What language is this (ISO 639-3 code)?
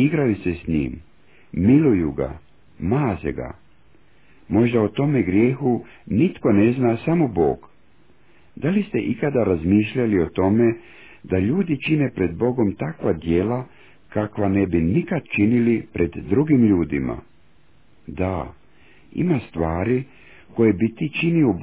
hrv